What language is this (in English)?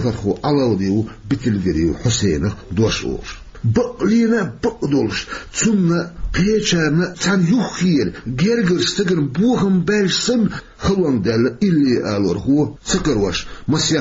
Chechen